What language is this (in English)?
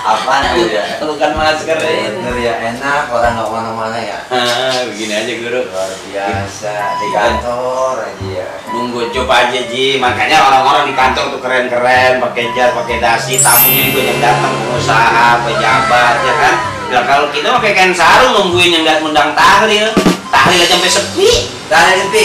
Betawi